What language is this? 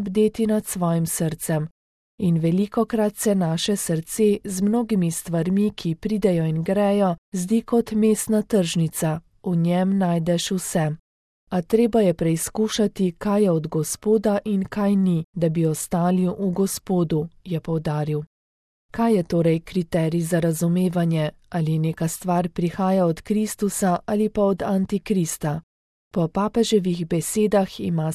Slovenian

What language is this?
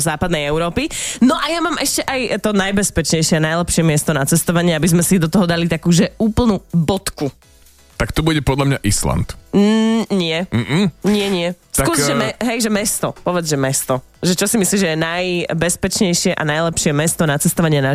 Slovak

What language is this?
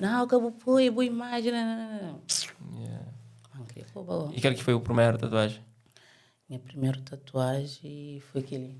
Kabuverdianu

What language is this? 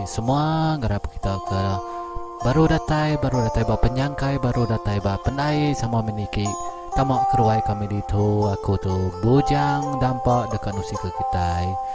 Iban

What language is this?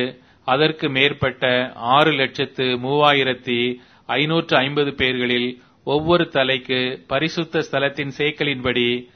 Tamil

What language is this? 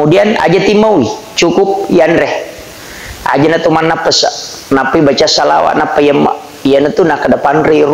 Buginese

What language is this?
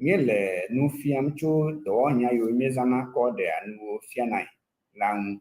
Ewe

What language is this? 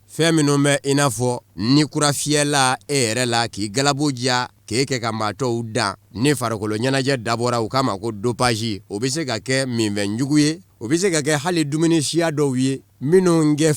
Bambara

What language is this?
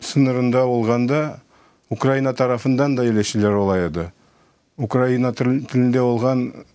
Crimean Tatar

